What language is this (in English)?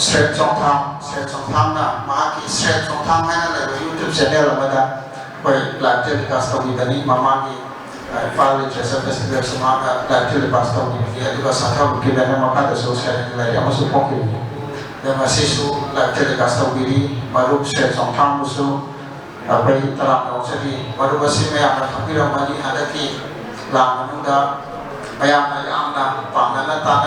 Manipuri